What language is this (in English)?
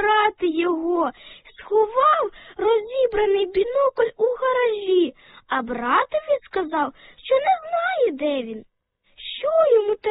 Ukrainian